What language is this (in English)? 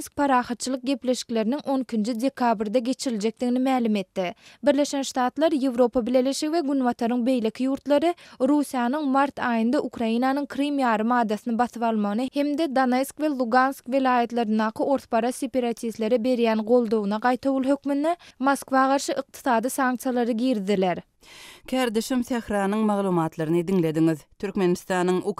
Turkmen